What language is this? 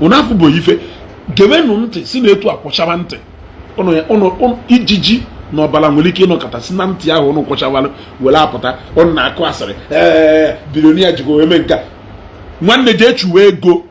Igbo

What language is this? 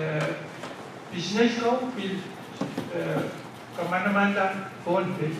Pohnpeian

